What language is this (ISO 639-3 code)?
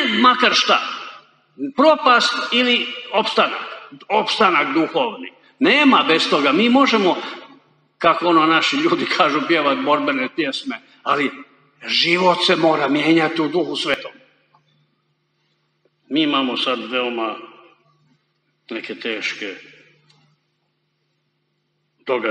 hrv